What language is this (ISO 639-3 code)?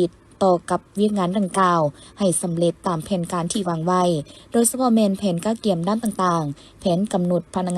lao